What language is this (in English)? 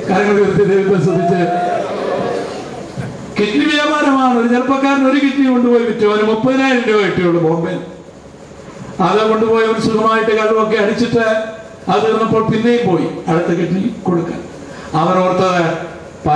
Malayalam